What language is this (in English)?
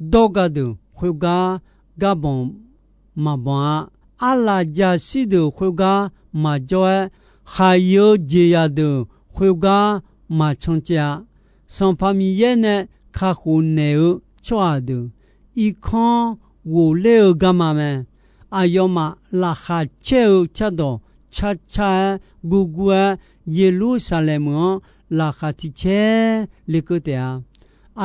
Akha